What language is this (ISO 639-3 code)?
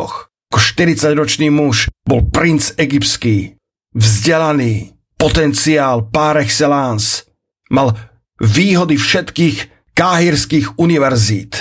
slk